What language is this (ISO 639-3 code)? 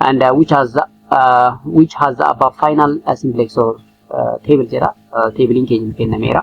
orm